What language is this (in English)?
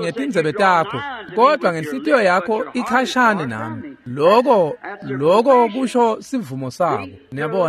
Swati